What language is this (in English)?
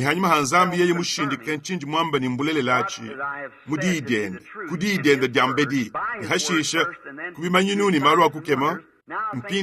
Luba-Lulua